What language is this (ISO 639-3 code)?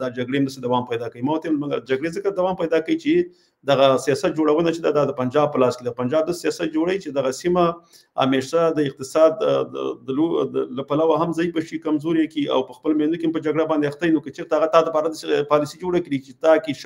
pus